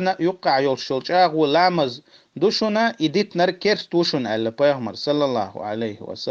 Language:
Chechen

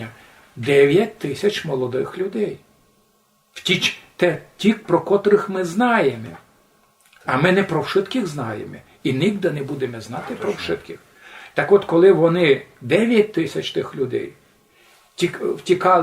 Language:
Rusyn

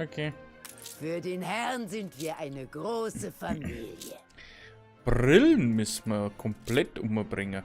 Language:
Bavarian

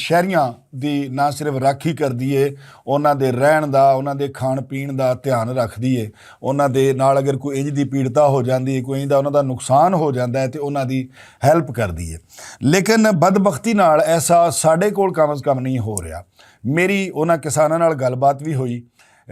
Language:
Western Panjabi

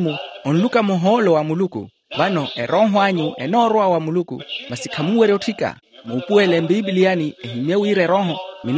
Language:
Makhuwa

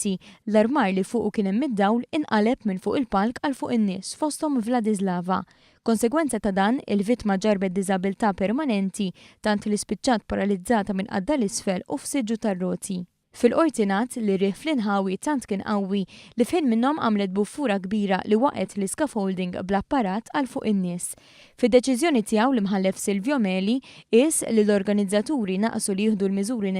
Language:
Maltese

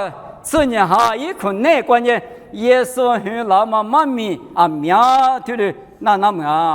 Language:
Lisu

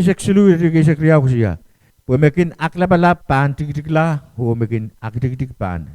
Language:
Pohnpeian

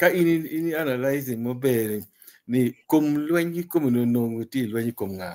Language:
Acoli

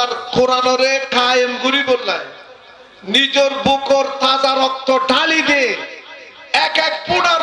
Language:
Rohingya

